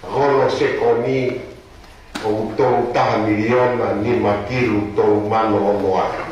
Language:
Tongan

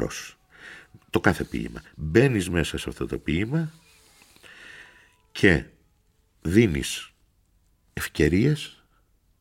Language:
Greek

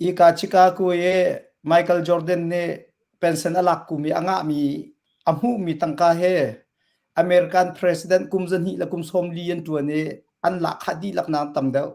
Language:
Hakha Chin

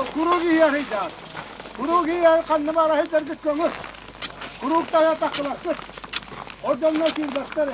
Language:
Yakut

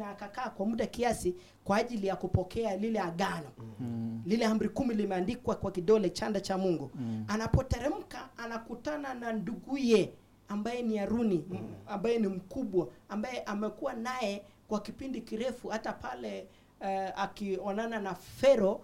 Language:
Swahili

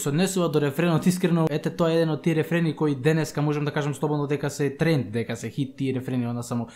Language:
Macedonian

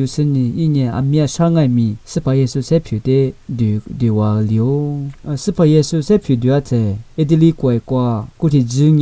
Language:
Lisu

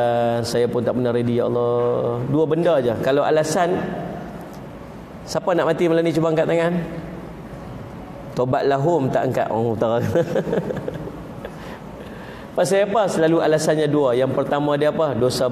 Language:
Malay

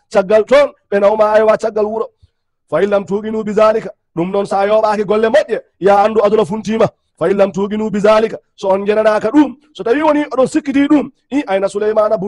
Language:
Fula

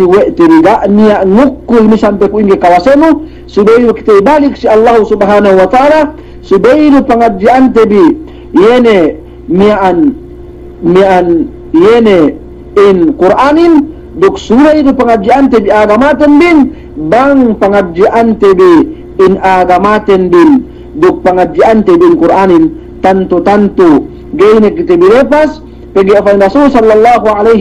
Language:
Yakan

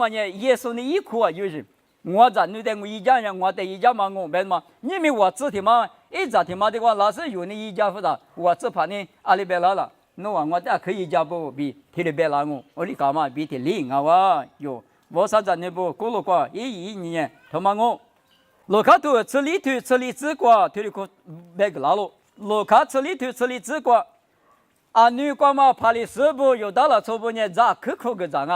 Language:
Lisu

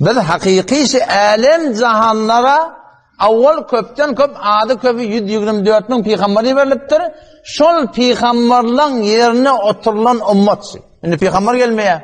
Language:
Turkmen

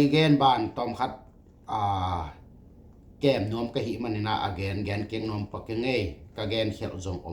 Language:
Tedim Chin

